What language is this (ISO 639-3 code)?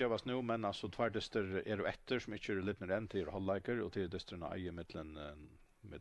fao